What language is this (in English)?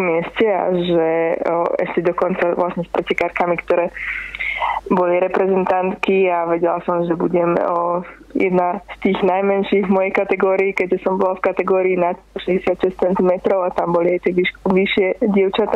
Slovak